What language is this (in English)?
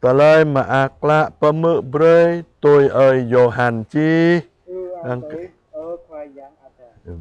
Jarai